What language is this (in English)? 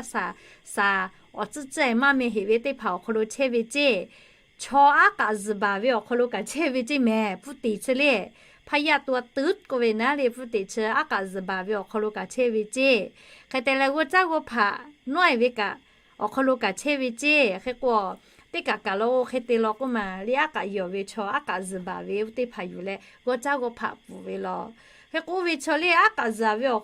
Lahu